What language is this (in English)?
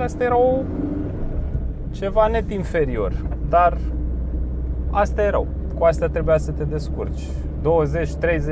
Romanian